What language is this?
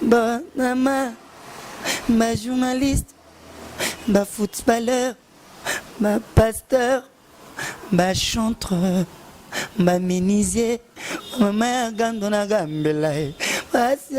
Lingala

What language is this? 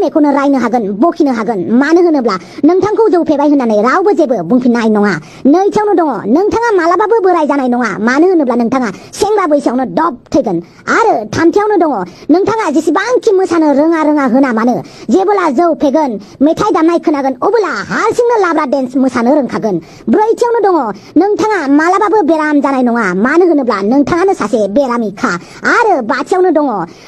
Bodo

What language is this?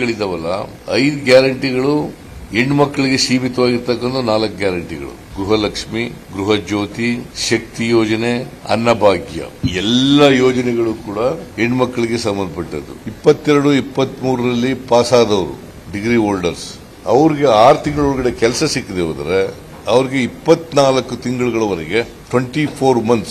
Kannada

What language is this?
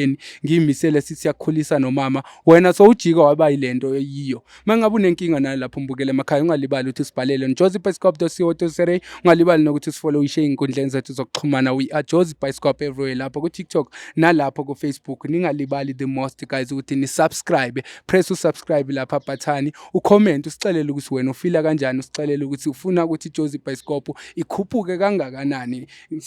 Zulu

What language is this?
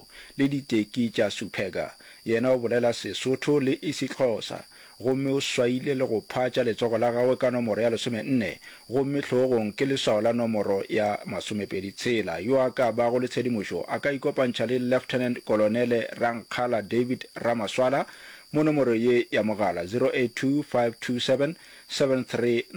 Northern Sotho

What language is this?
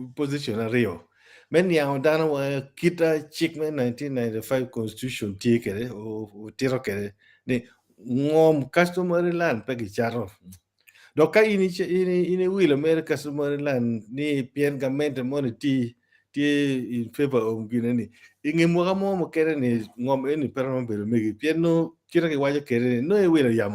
Acoli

